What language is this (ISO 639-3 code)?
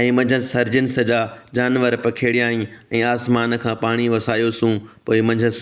snd